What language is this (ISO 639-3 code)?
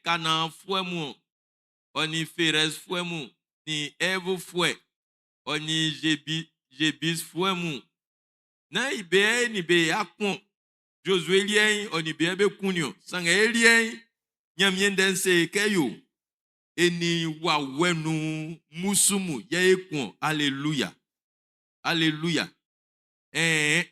bci